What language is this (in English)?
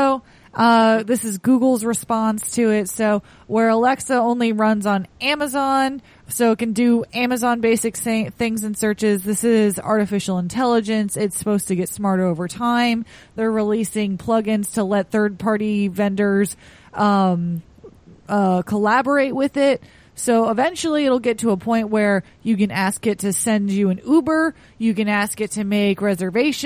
English